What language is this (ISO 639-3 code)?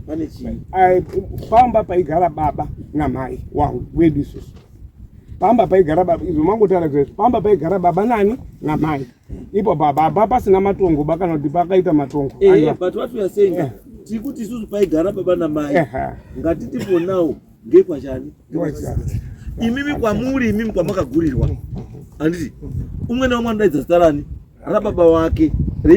sna